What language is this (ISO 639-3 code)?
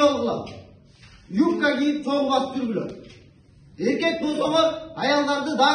kir